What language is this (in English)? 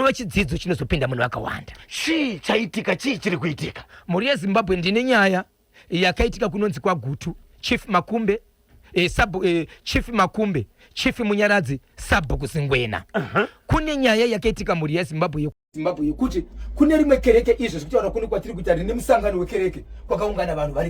Shona